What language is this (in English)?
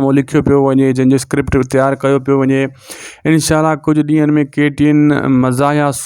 Sindhi